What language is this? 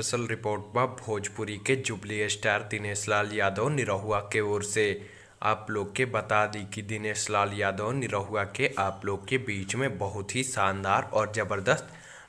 Bhojpuri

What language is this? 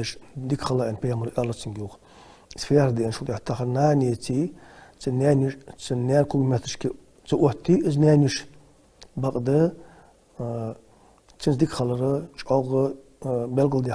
Ingush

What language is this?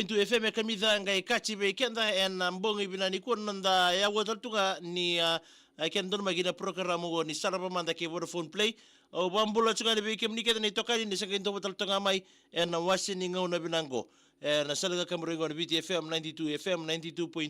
Fijian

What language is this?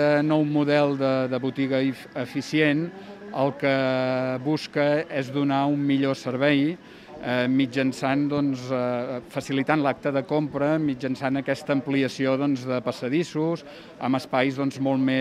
Catalan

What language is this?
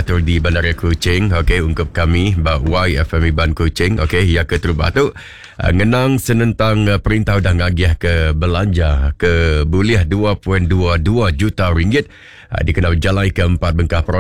Iban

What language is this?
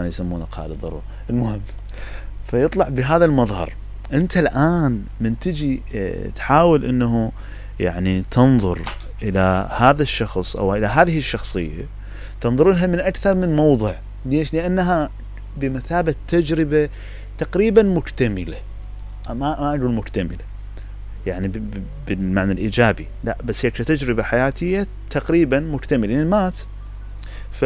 Mesopotamian Arabic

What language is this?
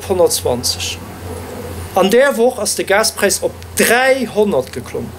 Luxembourgish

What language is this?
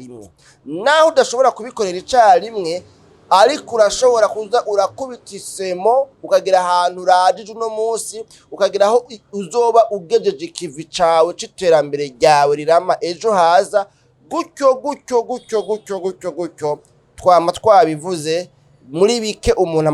Rundi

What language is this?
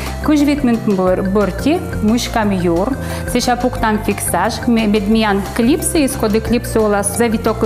Komi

